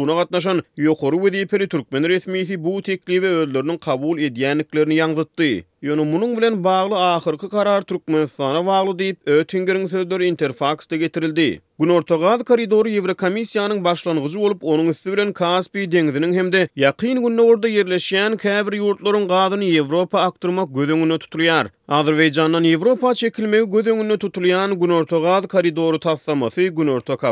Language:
Turkmen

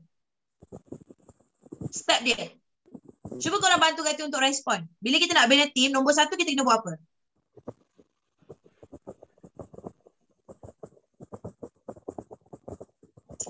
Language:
Malay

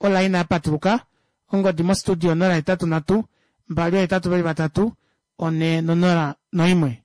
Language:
Kuanyama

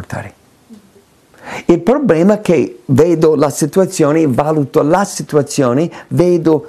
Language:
Italian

